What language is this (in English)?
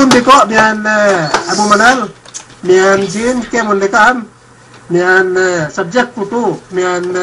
Yakan